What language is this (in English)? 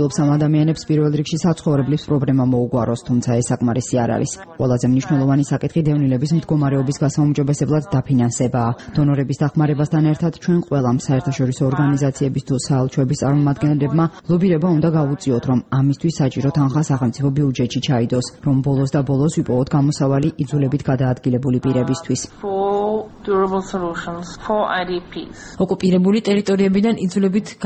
Georgian